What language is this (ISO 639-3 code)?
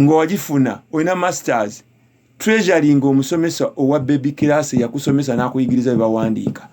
lug